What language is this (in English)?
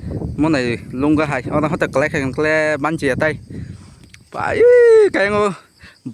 Kok Borok